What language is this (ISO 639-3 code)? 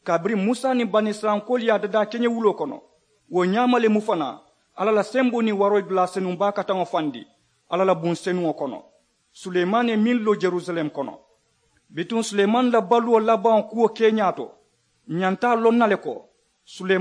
man